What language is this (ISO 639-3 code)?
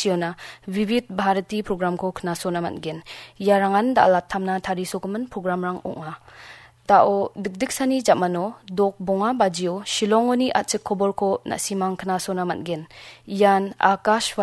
grt